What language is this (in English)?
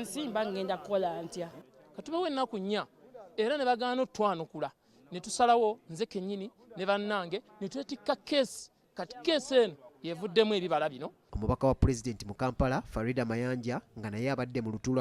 Ganda